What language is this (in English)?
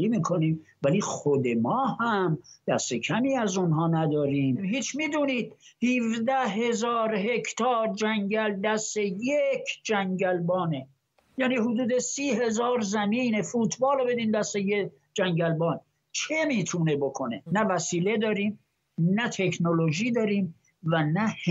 Persian